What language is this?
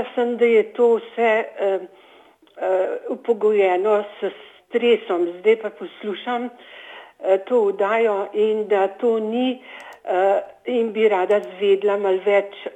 Slovenian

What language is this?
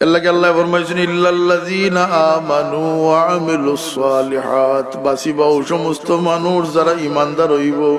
Sylheti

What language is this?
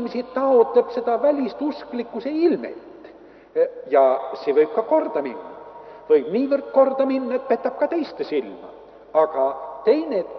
Estonian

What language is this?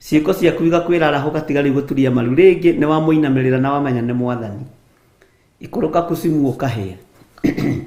Kikuyu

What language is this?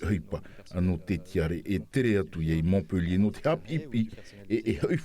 Tahitian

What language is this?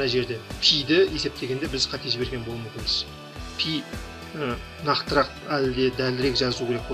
Kazakh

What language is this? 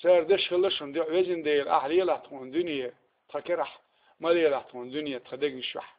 Chechen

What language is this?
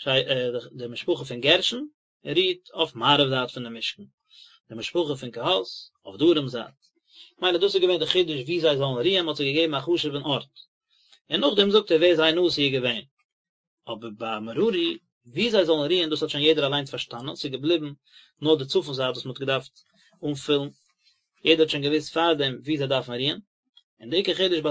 Yiddish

